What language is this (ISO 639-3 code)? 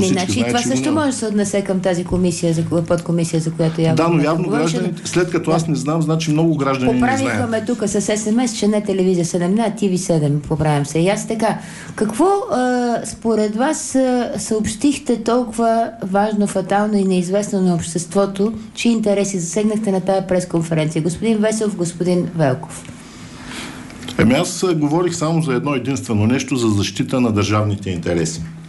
bul